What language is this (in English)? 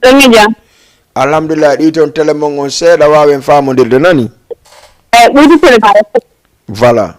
Fula